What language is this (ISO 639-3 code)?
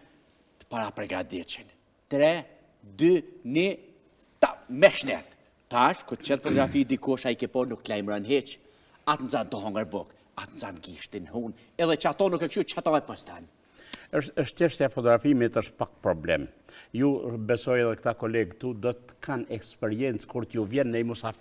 sqi